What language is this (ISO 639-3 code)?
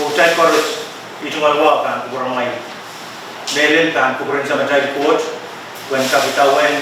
pon